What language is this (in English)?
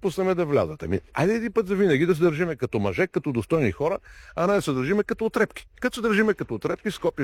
Bulgarian